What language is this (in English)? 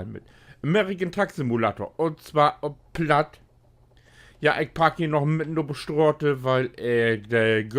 Low German